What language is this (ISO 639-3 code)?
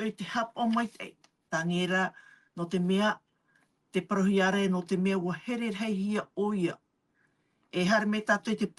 tah